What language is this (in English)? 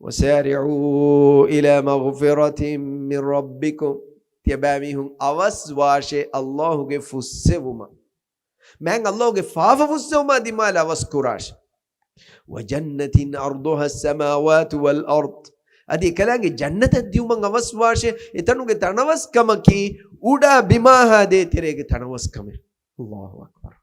Divehi